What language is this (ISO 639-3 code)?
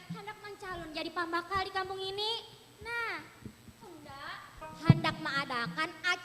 bjn